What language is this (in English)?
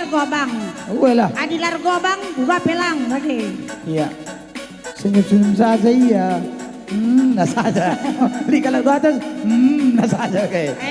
Batak Karo